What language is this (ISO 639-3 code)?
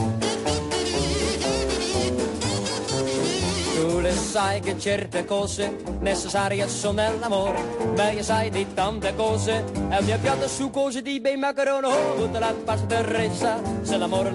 ita